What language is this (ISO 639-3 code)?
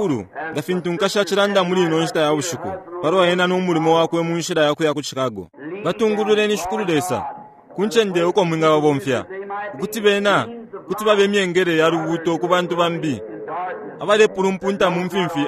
bem